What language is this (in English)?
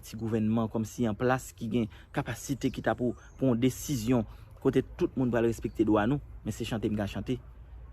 Haitian Creole